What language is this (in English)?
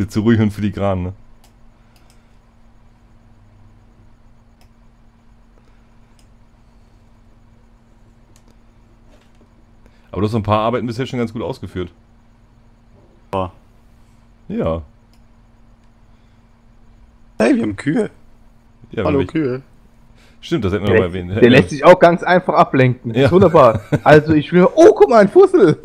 German